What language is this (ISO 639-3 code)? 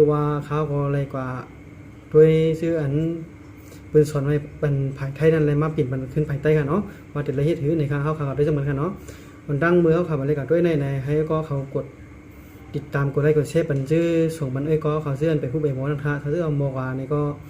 shn